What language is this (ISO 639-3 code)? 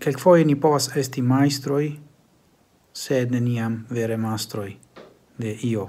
epo